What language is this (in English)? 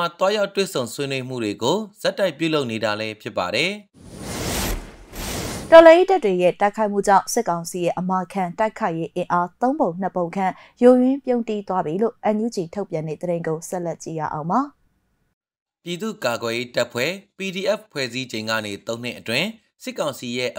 Burmese